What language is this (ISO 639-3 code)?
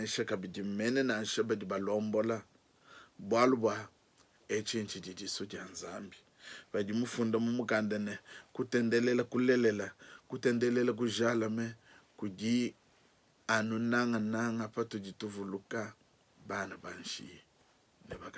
lua